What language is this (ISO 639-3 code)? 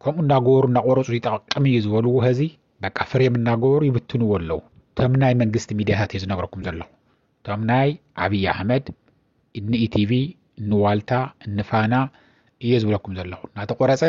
tir